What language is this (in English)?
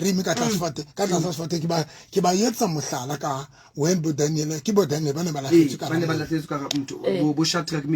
Southern Sotho